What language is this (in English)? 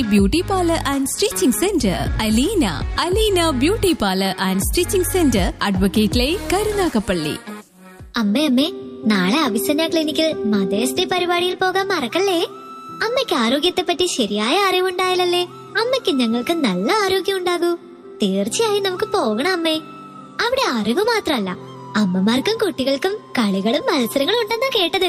Malayalam